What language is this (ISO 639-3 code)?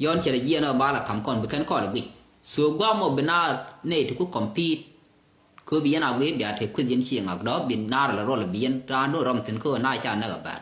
nus